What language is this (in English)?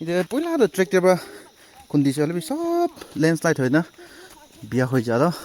Naga Pidgin